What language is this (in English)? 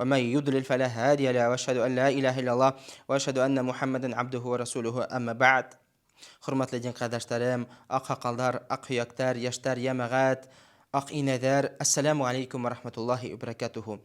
Bashkir